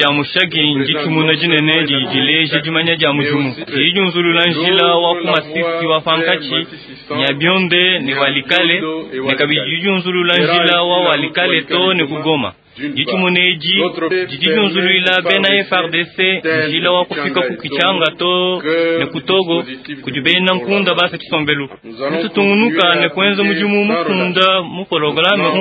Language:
Luba-Lulua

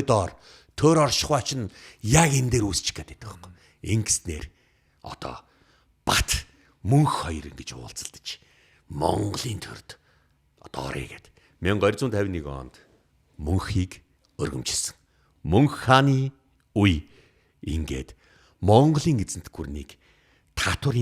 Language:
Mongolian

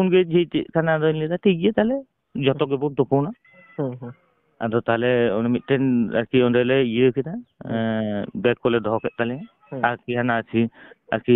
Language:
Santali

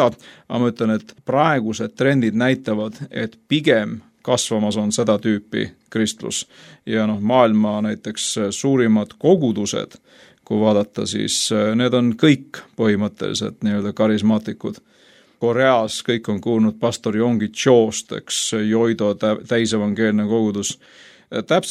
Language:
Estonian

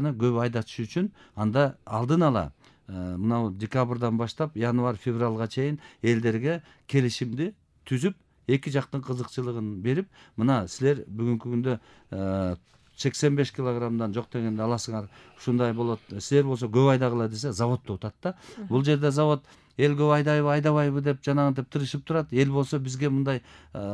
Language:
Kyrgyz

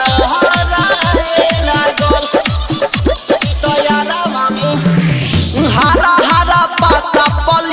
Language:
Bhojpuri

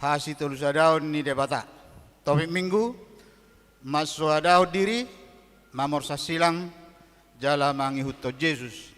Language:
Batak Toba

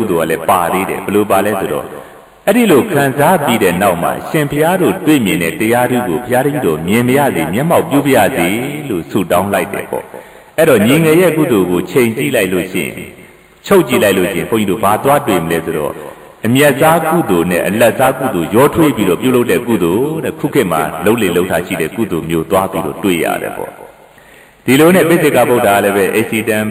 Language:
Burmese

